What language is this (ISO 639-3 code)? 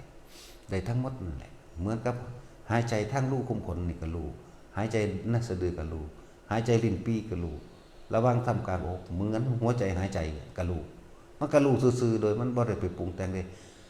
tts